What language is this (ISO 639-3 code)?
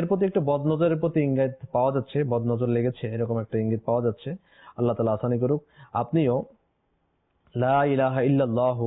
ben